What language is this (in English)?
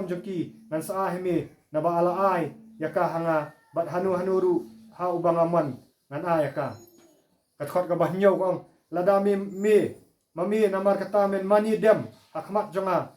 Khasi